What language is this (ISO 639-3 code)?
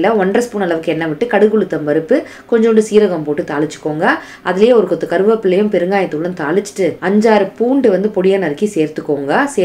tam